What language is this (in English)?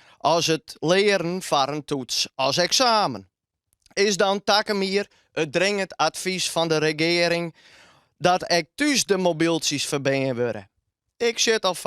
Western Frisian